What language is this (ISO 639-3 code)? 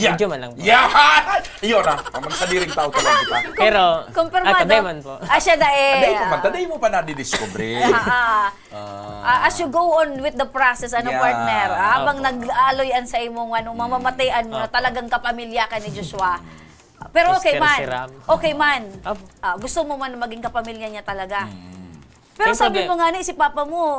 bik